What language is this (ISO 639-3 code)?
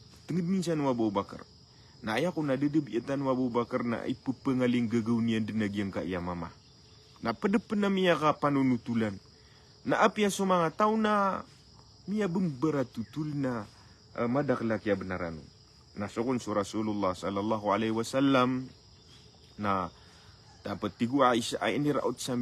mrw